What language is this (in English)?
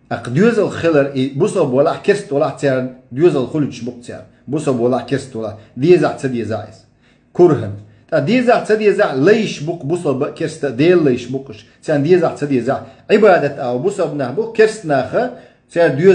Chechen